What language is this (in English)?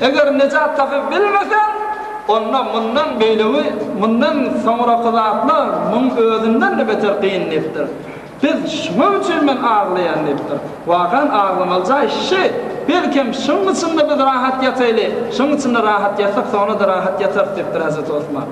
Turkmen